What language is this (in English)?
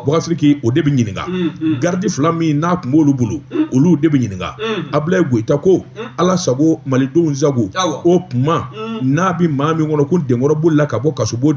Bambara